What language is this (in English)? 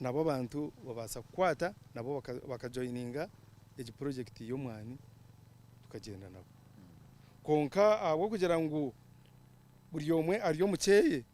Nyankole